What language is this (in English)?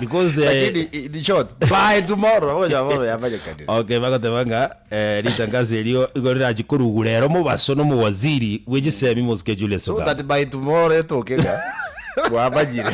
Gusii